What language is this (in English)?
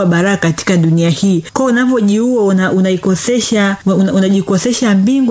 Swahili